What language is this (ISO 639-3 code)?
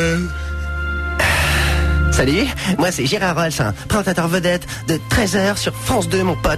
fra